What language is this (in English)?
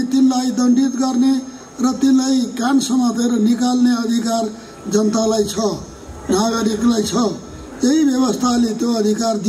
Nepali